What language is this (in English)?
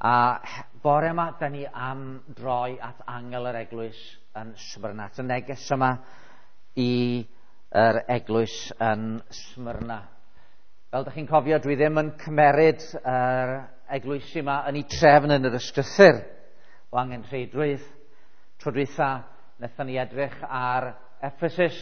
Welsh